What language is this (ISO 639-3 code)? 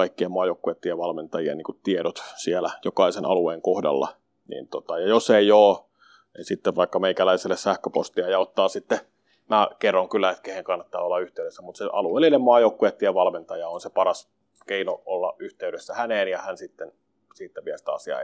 fin